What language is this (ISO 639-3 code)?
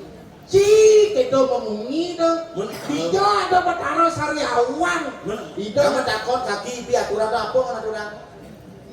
ban